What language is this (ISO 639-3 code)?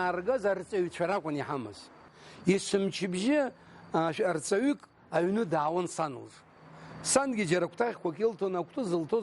abk